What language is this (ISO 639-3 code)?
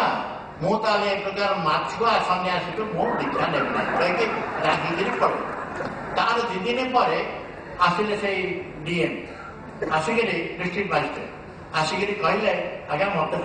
ori